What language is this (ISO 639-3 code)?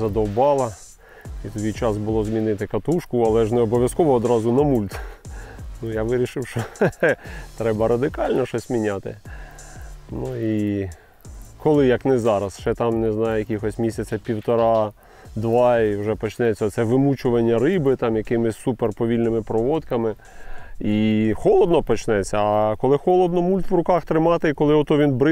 ukr